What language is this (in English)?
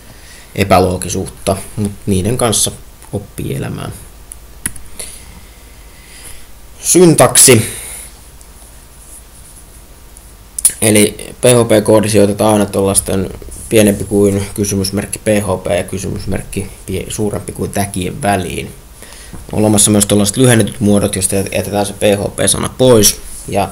Finnish